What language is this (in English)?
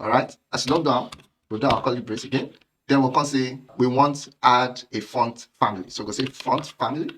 Nigerian Pidgin